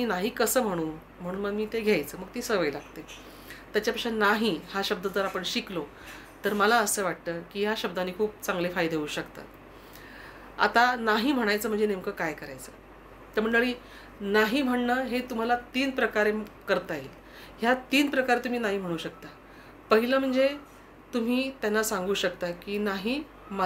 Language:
Marathi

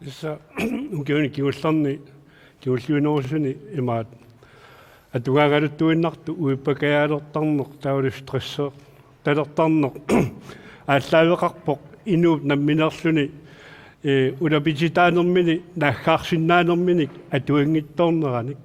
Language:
Kalaallisut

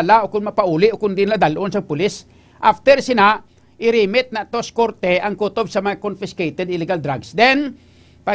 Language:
Hiligaynon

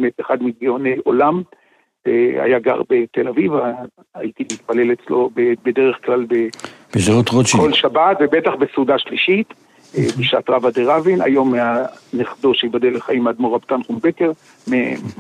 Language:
Hebrew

